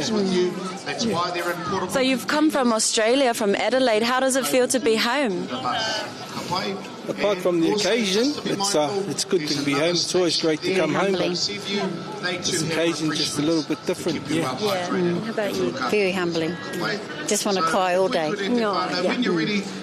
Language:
Māori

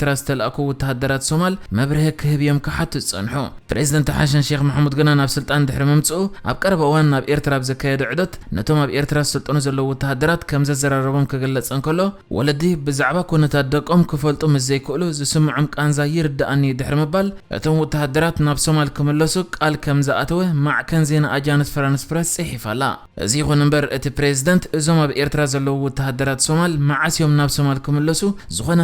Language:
Tigrinya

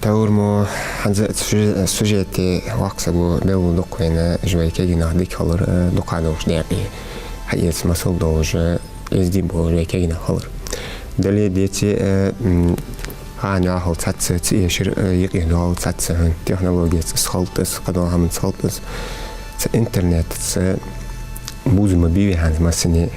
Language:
Ingush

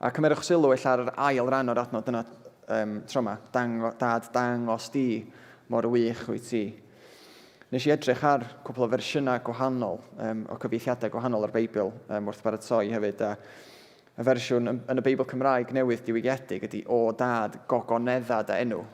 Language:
Welsh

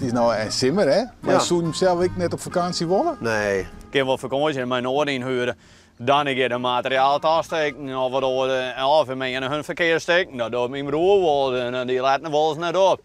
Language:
Western Frisian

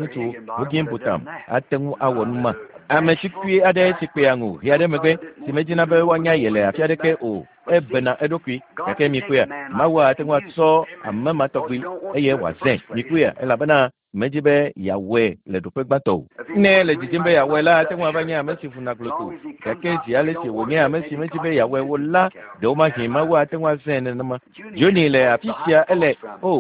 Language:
Ewe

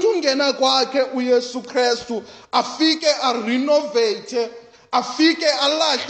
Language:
Xhosa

